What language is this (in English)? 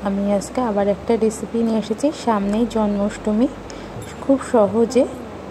Bangla